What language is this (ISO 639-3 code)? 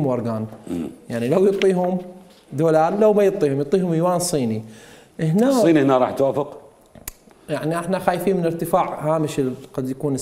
acm